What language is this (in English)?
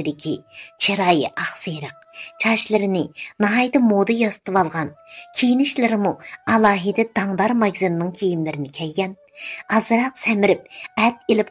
Uyghur